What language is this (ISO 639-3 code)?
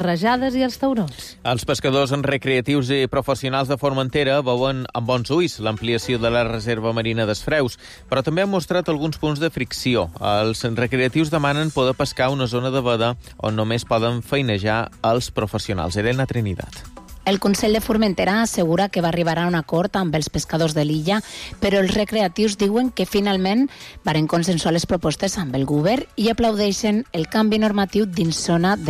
cat